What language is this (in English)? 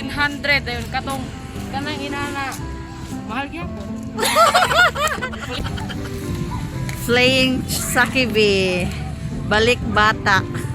Cebuano